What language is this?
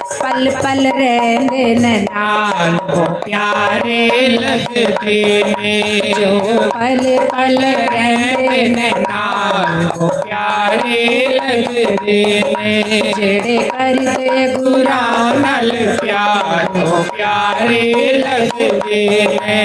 Dogri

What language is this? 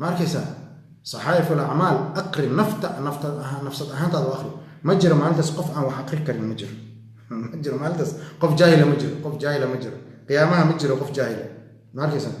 Somali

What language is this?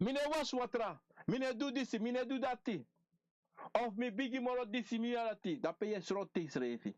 Sranan Tongo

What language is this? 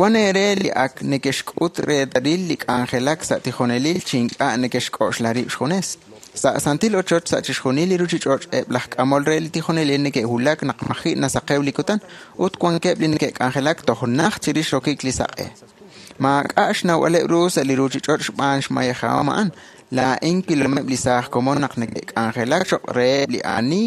Kekchí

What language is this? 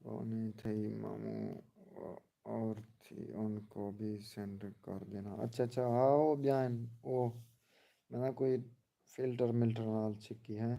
Saraiki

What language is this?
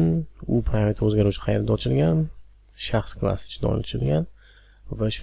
Uzbek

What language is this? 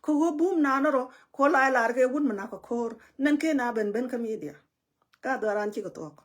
Nuer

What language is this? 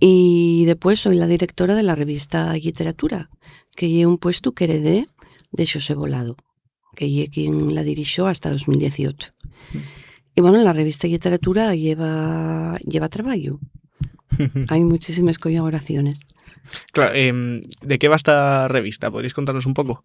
Asturian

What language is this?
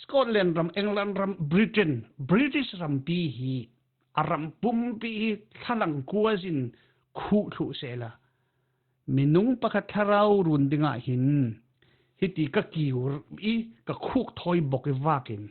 Falam Chin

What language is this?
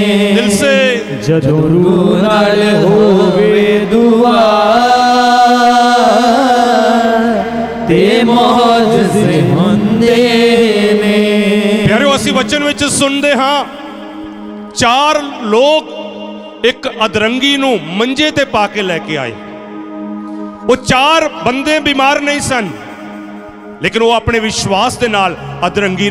Punjabi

